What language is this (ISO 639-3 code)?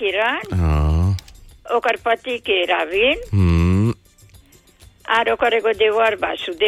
bho